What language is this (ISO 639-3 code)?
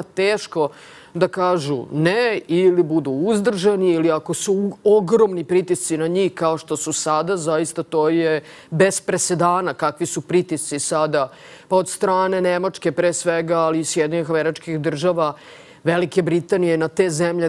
srp